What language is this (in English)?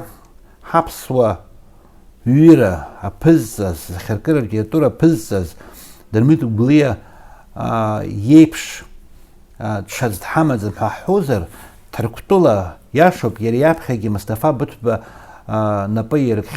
Abkhazian